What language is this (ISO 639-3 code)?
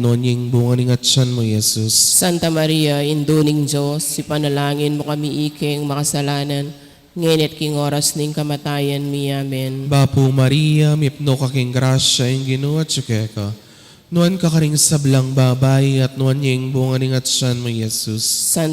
pam